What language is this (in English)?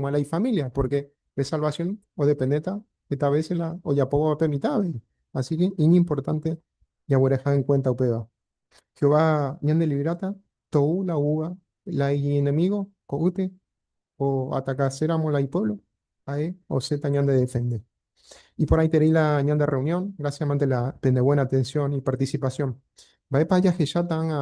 Guarani